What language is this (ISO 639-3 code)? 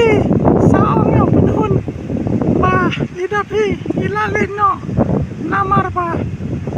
kha